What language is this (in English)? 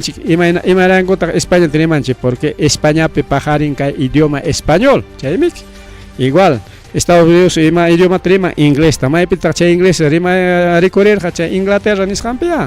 Ayacucho Quechua